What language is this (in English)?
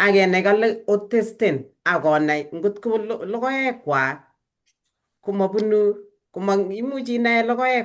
Kalenjin